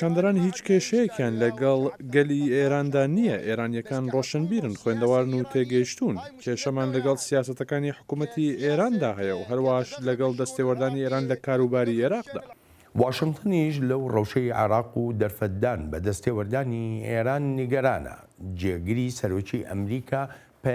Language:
Central Kurdish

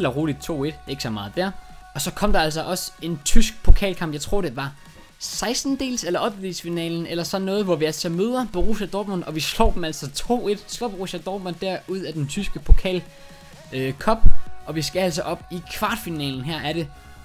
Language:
Danish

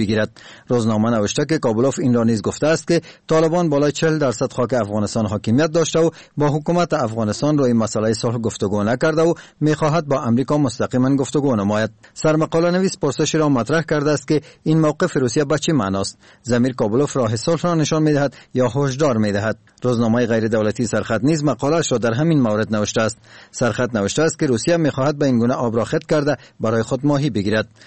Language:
Persian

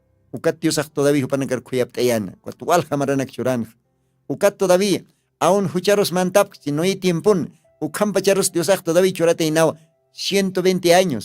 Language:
Aymara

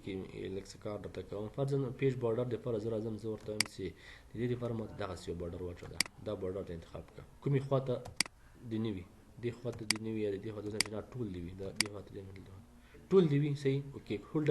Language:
Pashto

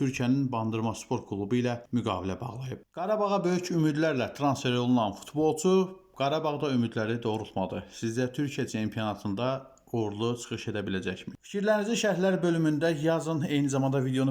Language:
Azerbaijani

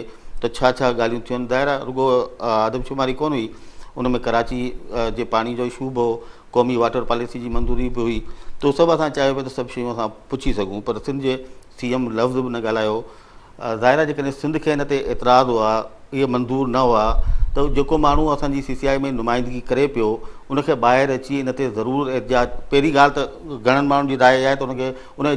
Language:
Sindhi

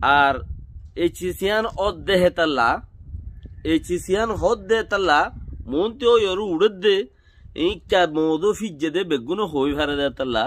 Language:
Rohingya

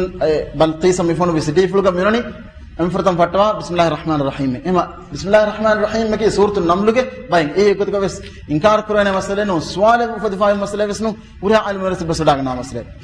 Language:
Divehi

